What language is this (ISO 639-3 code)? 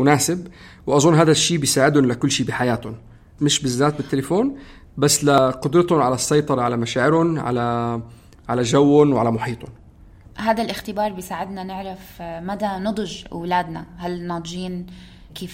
apc